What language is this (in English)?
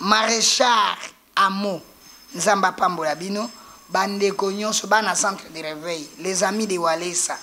Lingala